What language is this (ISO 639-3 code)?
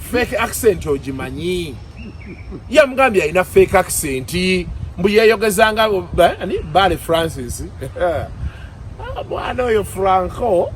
lug